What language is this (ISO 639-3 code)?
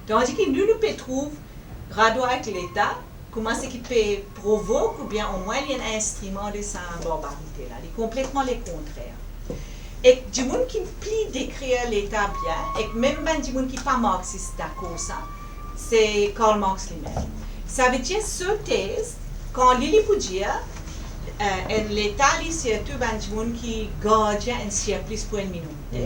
mfe